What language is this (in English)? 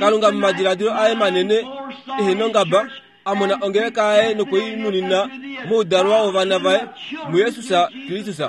Kuanyama